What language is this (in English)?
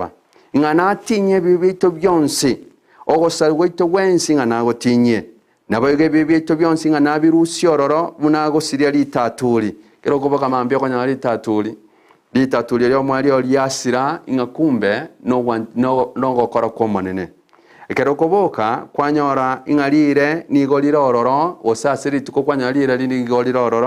Gusii